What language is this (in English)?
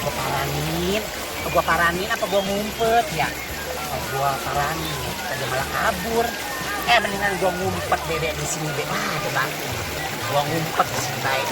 Betawi